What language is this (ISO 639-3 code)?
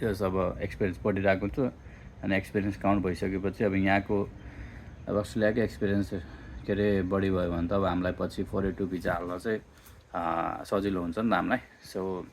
nep